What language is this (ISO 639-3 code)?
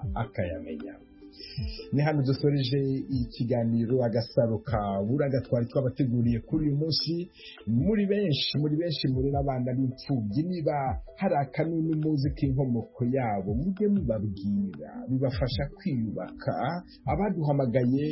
kin